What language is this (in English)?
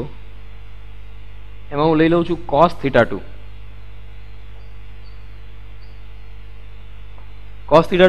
Gujarati